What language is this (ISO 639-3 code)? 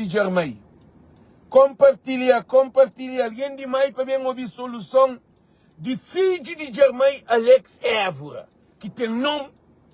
kea